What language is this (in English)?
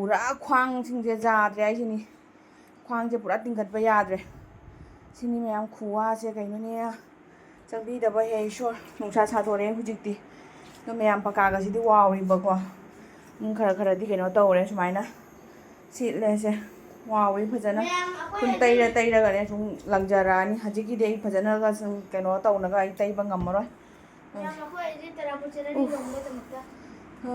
Manipuri